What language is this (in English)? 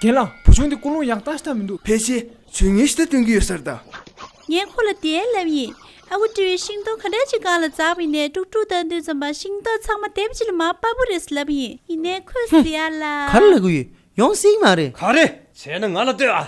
Tibetan